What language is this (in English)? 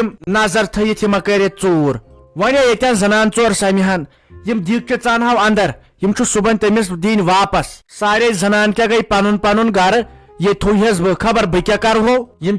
Kashmiri